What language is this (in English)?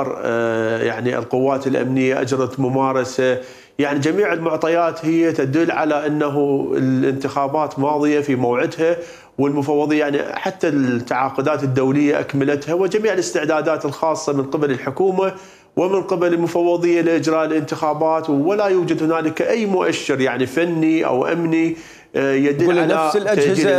Mesopotamian Arabic